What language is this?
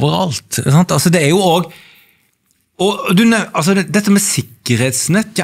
Norwegian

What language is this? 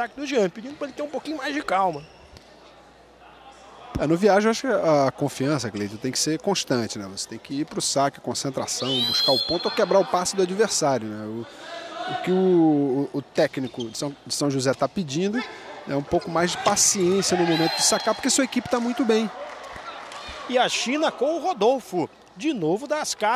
Portuguese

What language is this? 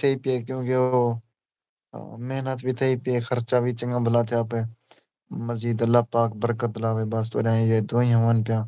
Saraiki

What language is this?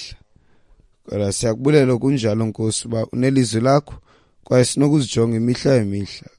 Xhosa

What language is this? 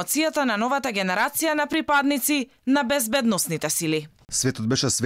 Macedonian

